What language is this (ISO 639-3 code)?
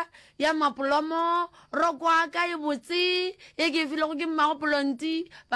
nso